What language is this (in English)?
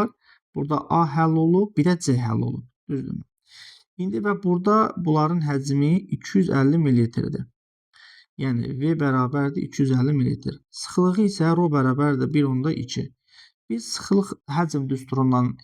Azerbaijani